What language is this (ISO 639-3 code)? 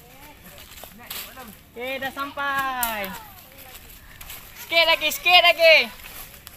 msa